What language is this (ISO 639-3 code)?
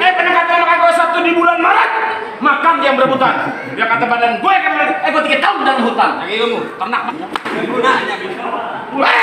bew